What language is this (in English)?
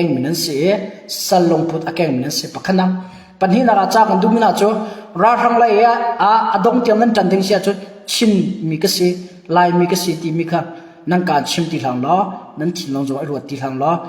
Hakha Chin